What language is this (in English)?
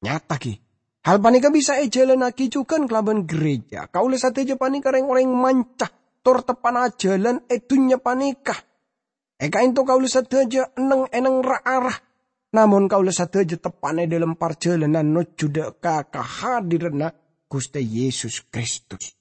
Madurese